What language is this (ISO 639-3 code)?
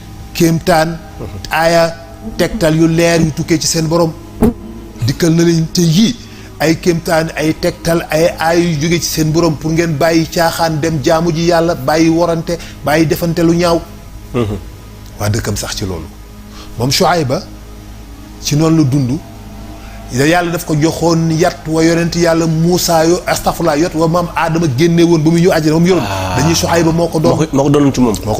wol